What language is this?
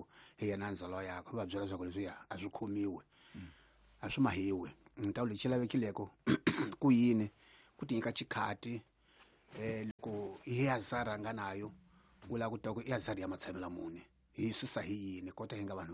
Tsonga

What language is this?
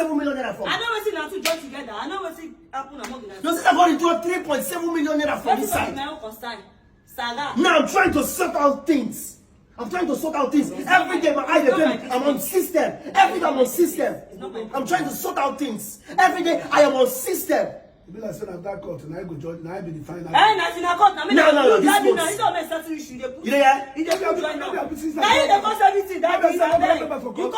Nigerian Pidgin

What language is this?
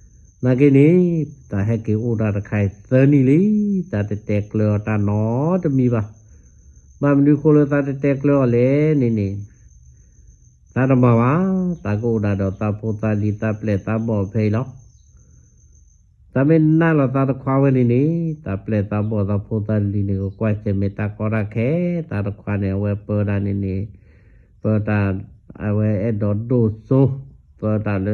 S'gaw Karen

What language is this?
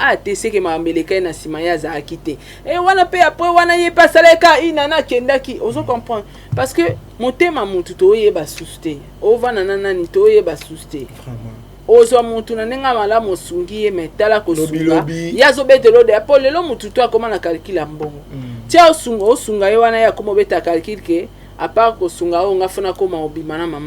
Lingala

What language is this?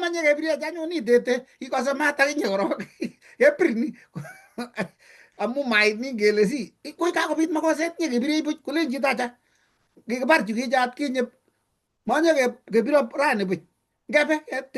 Kalenjin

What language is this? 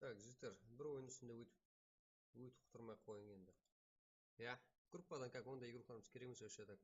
Kara-Kalpak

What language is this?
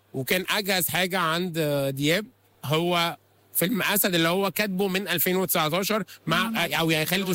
Egyptian Arabic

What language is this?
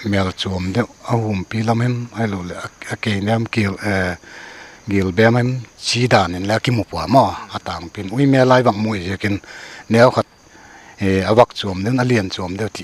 Paite Chin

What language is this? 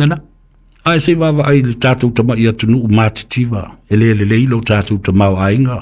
Samoan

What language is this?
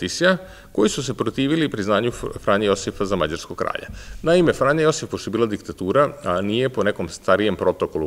Serbian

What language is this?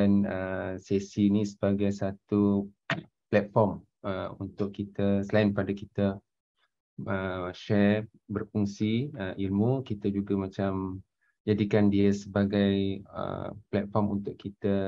Malay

